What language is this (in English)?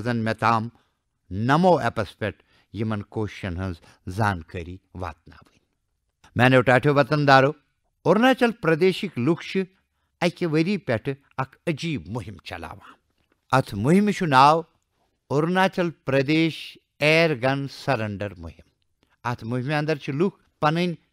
Kashmiri